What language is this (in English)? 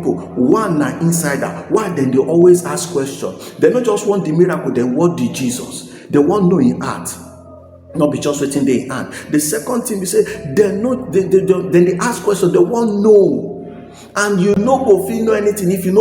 Nigerian Pidgin